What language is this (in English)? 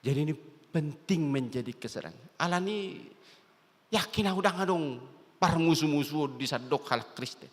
Batak Toba